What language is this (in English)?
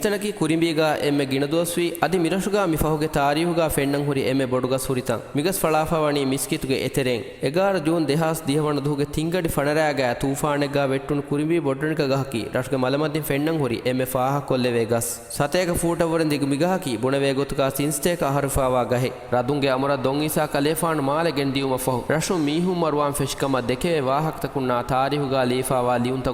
Divehi